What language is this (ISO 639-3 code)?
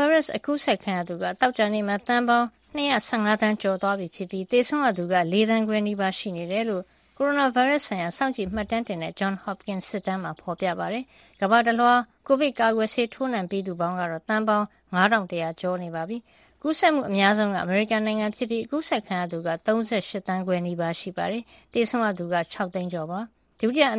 mya